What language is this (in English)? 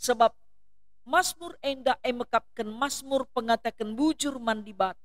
Batak Karo